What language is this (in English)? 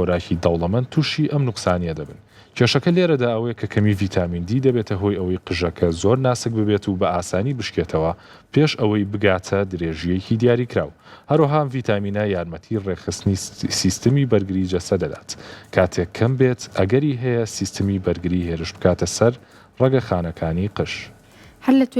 Central Kurdish